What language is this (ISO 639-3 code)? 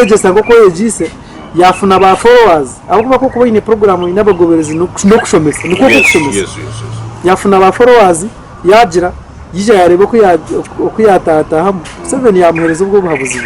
nyn